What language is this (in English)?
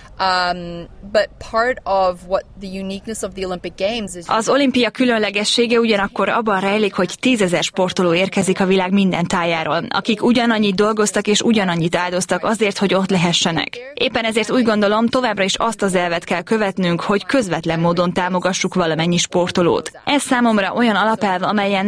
Hungarian